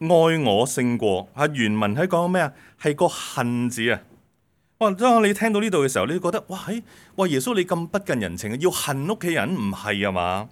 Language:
Cantonese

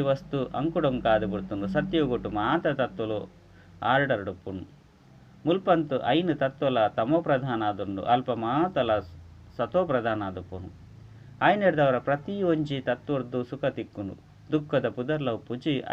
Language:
Tulu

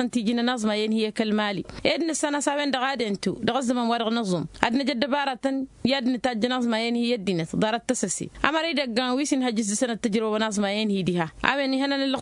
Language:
Tamasheq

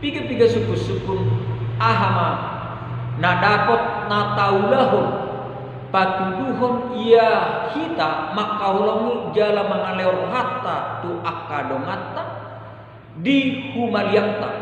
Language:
Batak Toba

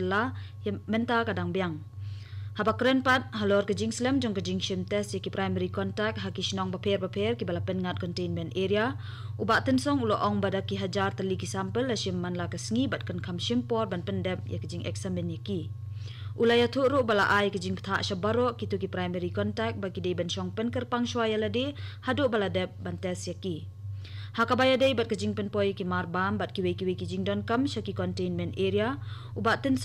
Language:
Khasi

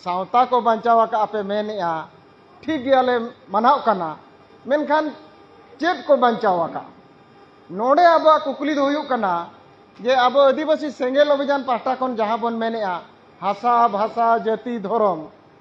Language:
Santali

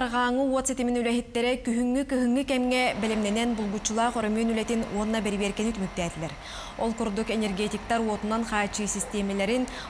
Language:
Yakut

